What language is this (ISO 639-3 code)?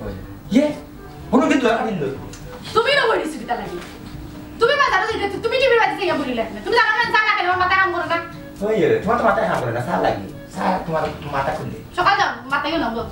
syl